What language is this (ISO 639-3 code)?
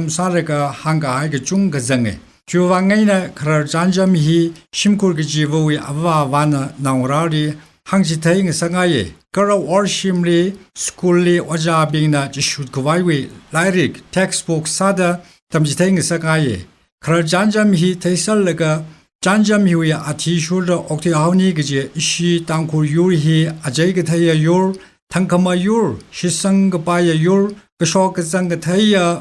nmf